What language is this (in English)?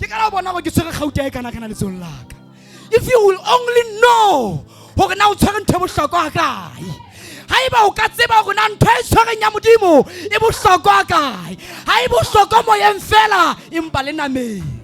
Southern Sotho